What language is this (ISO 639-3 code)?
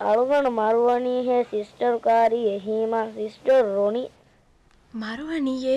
div